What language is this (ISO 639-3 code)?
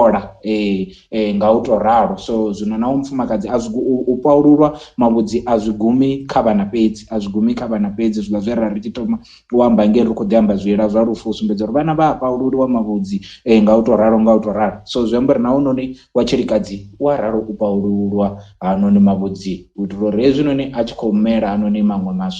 ven